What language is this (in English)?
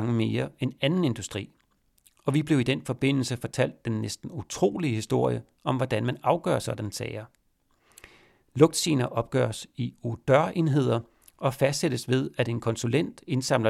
Danish